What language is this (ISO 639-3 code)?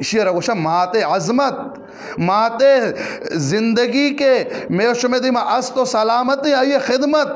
bgp